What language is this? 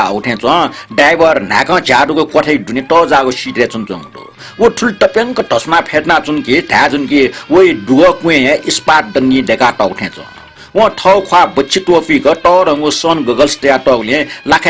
Newari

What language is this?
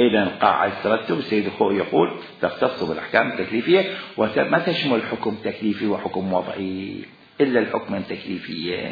Mesopotamian Arabic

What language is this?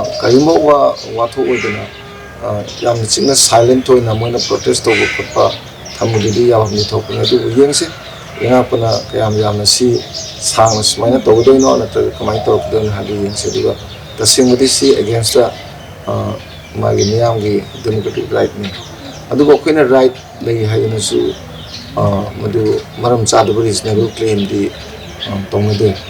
Manipuri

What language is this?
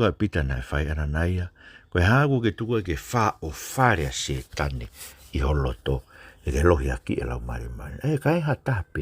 Tongan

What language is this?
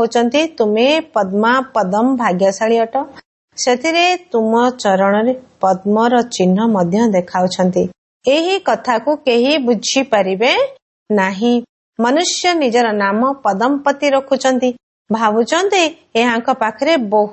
Odia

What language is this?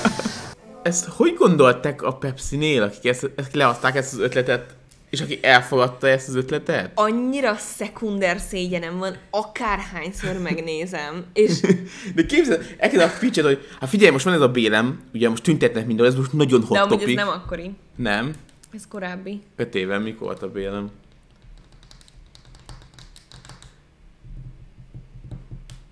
Hungarian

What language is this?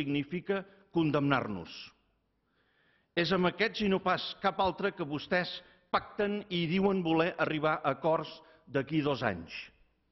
Catalan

